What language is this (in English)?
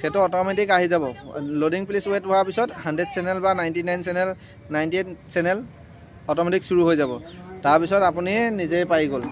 Assamese